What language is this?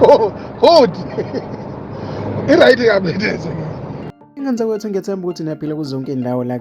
Zulu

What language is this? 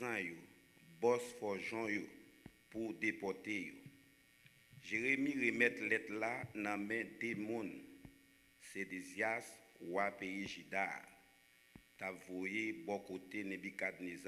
Haitian Creole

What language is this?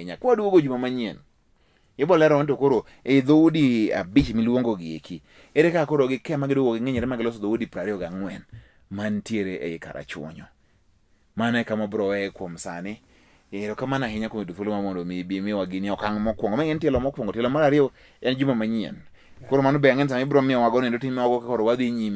Luo (Kenya and Tanzania)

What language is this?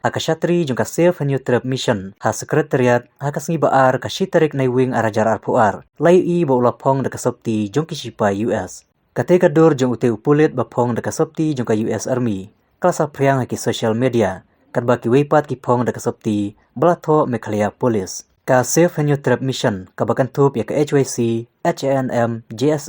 Khasi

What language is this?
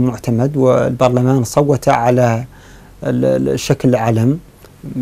Arabic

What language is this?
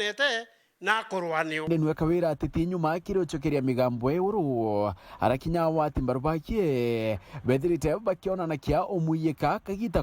Meru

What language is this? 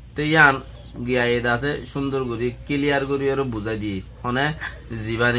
Rohingya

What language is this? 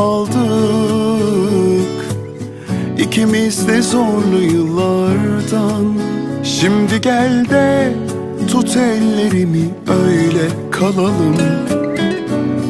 Turkish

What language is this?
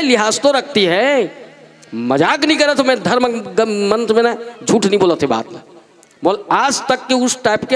Chhattisgarhi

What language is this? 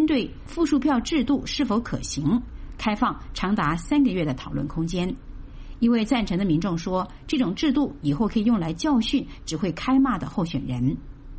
Chinese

